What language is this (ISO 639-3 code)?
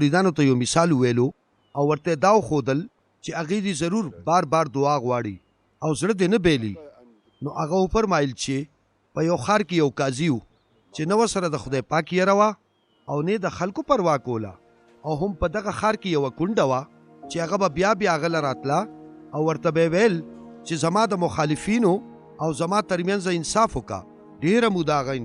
pus